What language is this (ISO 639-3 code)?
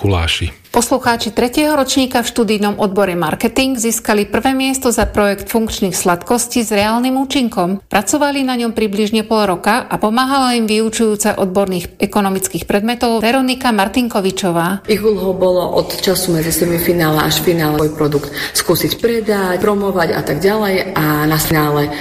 slk